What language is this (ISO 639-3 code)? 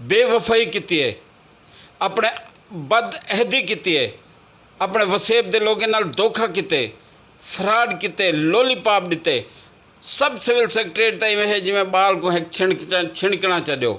skr